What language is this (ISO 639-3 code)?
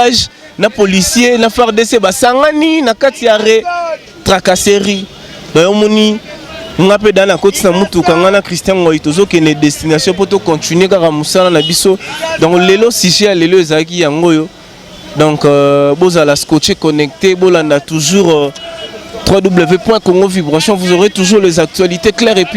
lin